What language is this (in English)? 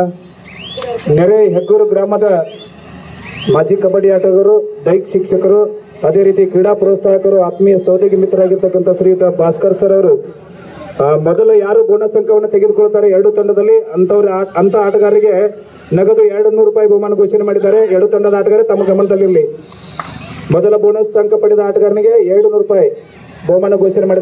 Kannada